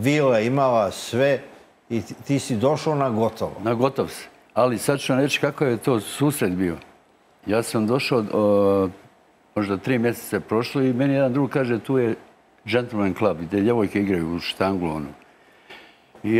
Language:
Croatian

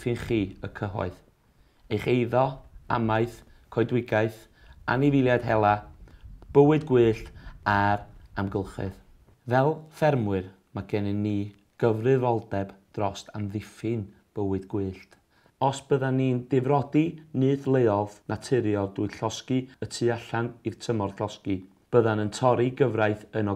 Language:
Welsh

